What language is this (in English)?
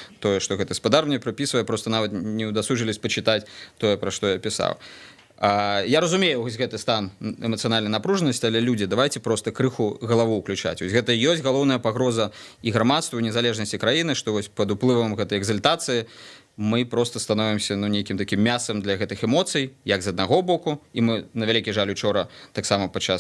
Belarusian